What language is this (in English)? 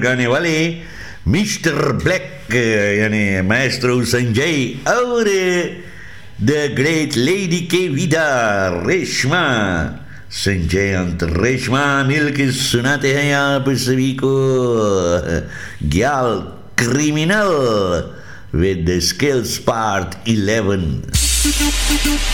Hindi